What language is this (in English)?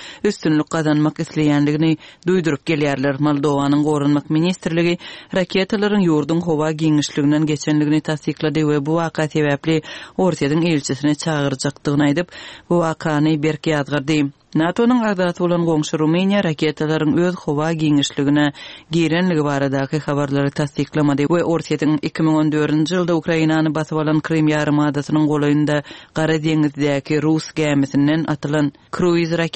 Turkmen